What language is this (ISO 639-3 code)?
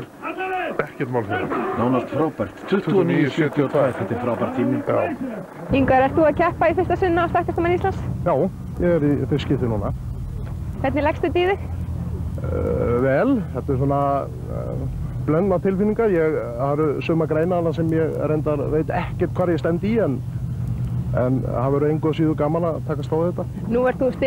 isl